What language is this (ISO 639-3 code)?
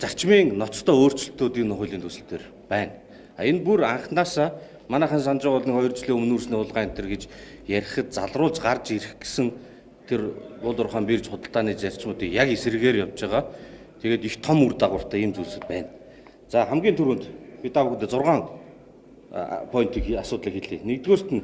mon